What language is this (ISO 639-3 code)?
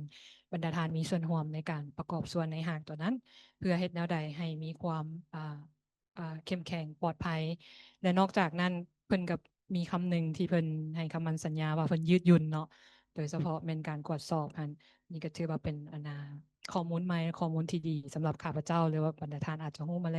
lao